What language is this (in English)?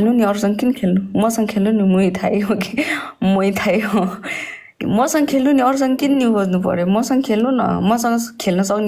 Nepali